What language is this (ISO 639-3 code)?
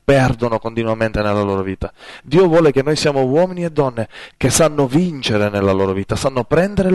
ita